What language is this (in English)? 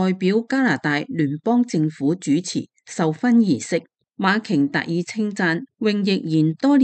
Cantonese